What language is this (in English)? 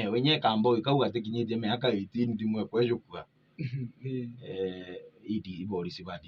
Meru